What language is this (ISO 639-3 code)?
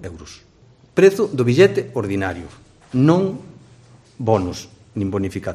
glg